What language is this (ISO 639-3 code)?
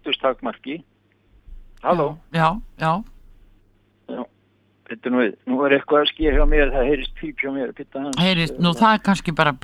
isl